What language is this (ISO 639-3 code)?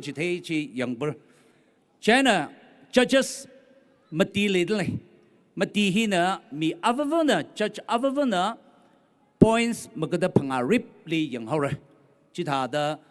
nmf